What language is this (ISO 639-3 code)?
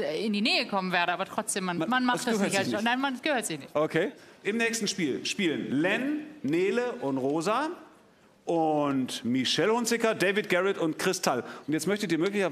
deu